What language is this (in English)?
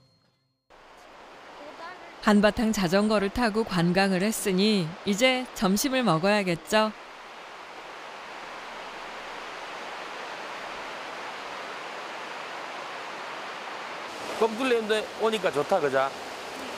Korean